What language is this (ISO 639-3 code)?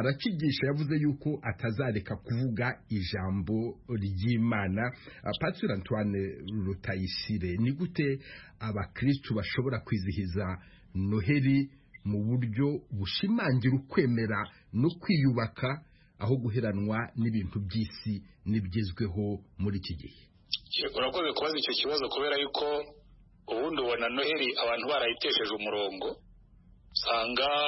kin